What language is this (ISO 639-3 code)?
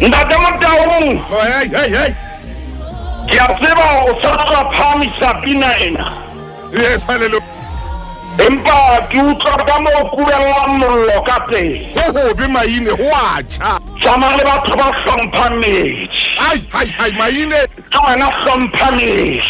sot